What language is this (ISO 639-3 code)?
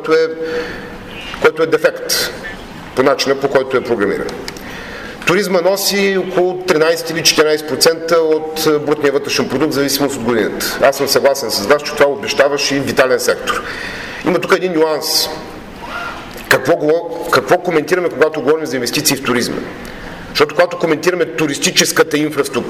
bul